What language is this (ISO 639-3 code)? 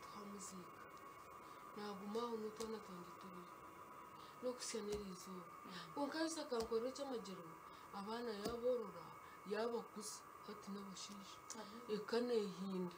nyn